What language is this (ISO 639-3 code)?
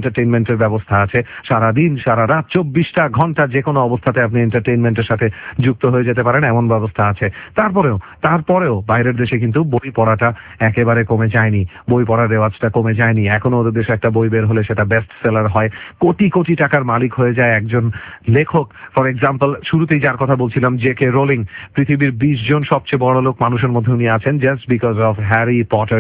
ben